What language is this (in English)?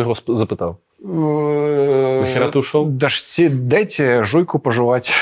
Belarusian